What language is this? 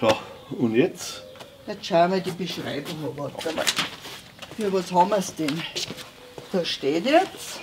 Bavarian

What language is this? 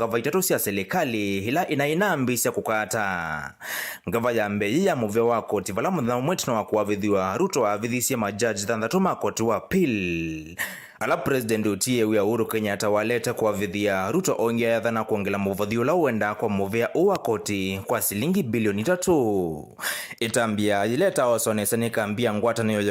Kamba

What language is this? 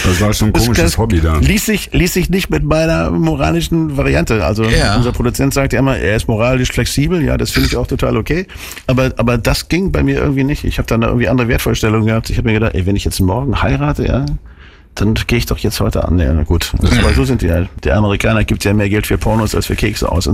German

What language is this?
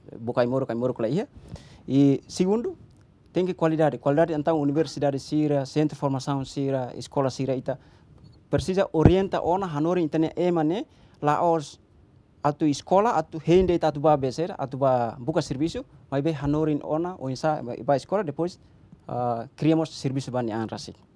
Tetum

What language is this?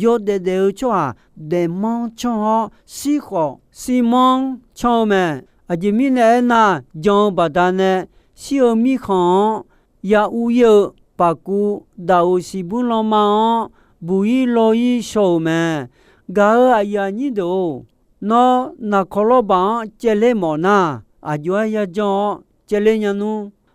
Akha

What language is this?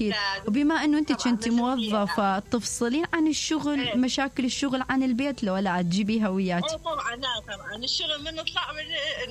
Mesopotamian Arabic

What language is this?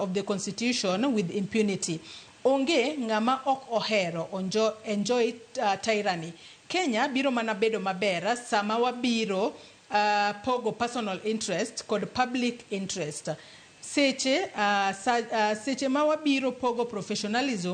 Luo (Kenya and Tanzania)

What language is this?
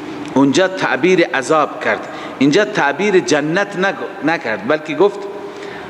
Persian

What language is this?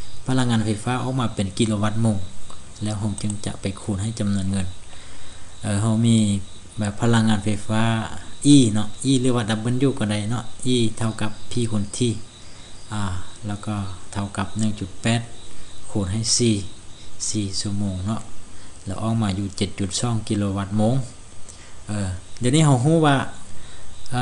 Lao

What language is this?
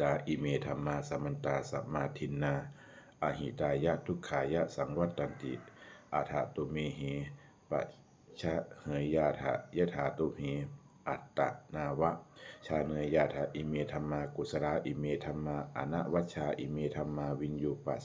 Pali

